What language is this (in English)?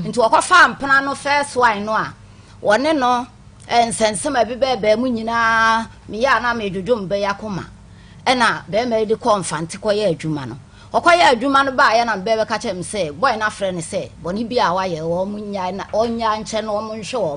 Akan